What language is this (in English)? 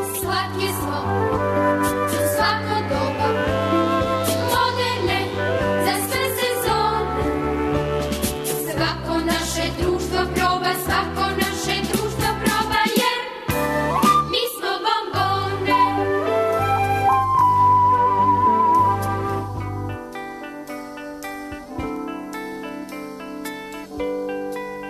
Serbian